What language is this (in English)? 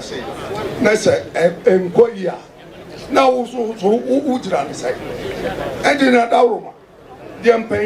Akan